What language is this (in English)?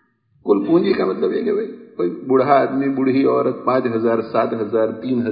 Urdu